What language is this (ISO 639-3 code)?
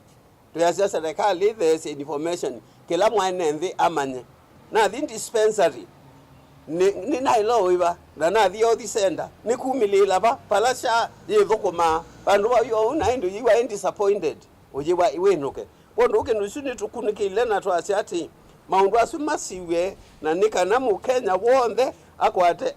kam